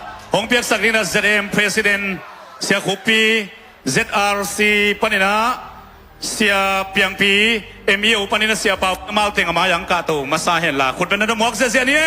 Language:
Tedim Chin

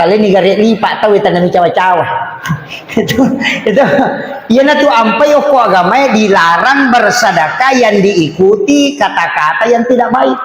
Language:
Buginese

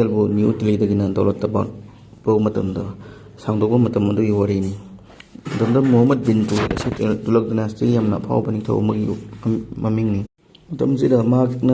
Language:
Manipuri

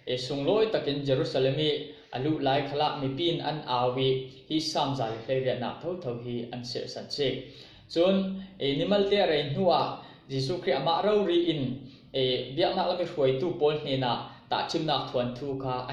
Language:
Falam Chin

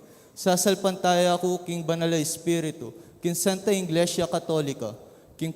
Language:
Pampanga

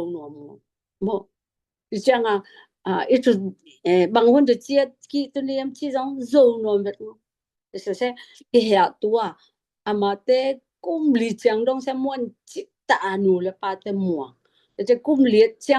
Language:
Tedim Chin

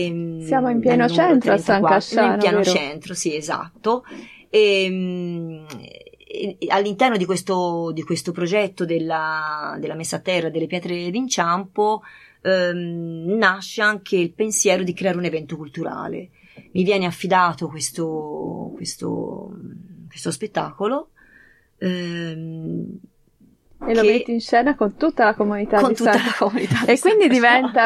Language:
Italian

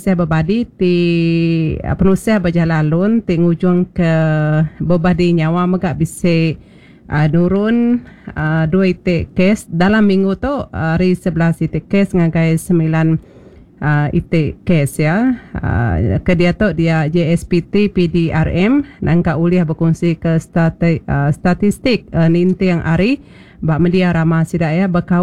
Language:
Iban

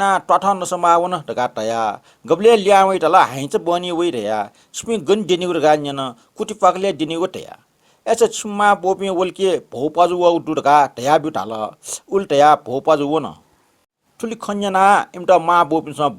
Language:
Newari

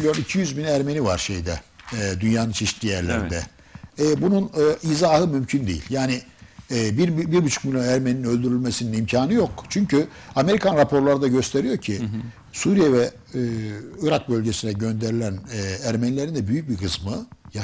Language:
Turkish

